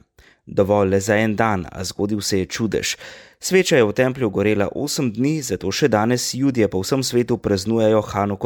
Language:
Slovenian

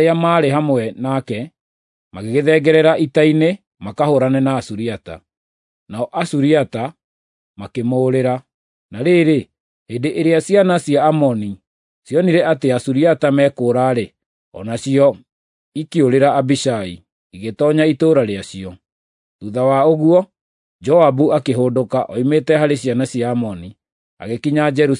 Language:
Kikuyu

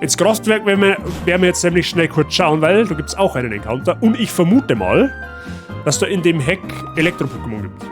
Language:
Bavarian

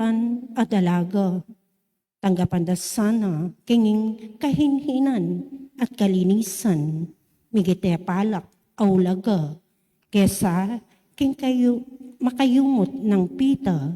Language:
Pampanga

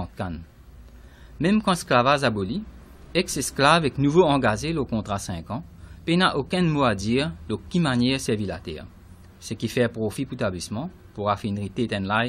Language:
Morisyen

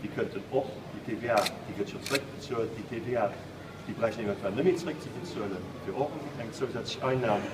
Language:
Luxembourgish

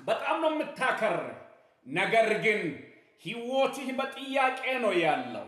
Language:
Amharic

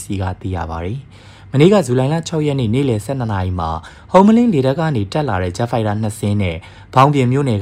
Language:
Burmese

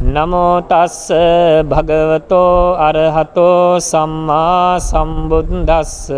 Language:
Pali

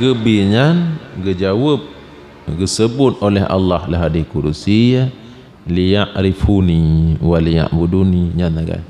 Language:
Achinese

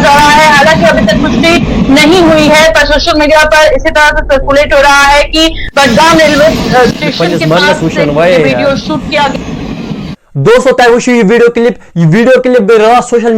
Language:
Kashmiri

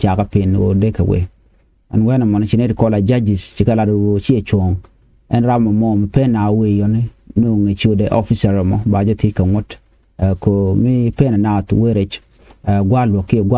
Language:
Nuer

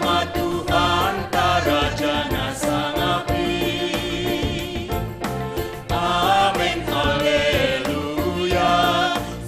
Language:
Batak Simalungun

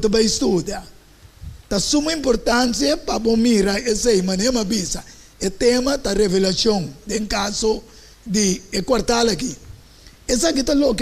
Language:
Papiamento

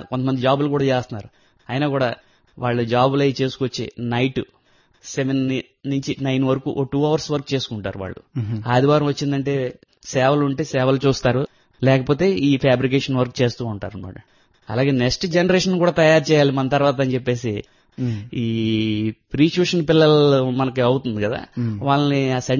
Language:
Telugu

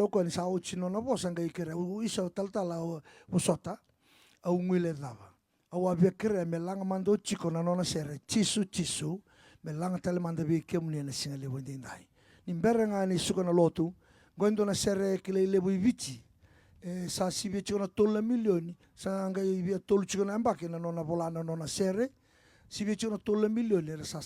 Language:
Fijian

